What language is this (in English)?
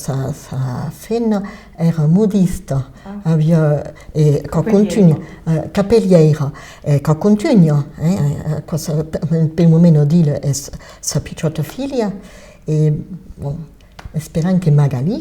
Occitan